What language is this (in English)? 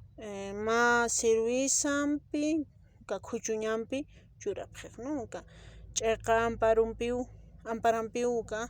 Aymara